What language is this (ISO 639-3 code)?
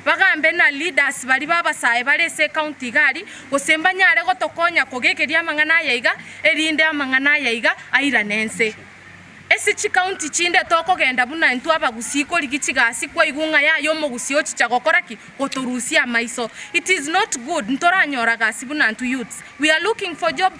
guz